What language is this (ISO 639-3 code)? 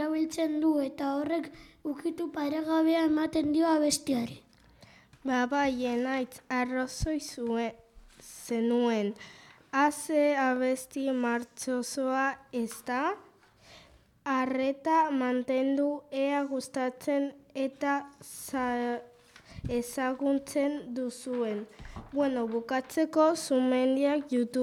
eus